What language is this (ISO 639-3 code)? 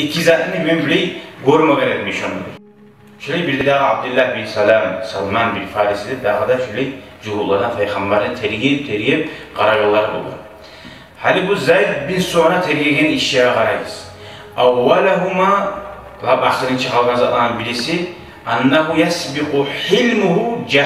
kum